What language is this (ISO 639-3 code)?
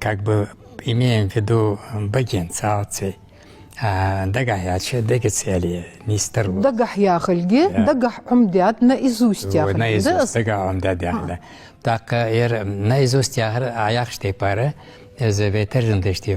inh